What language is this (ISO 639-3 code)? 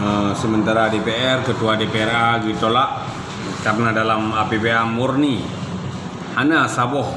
ace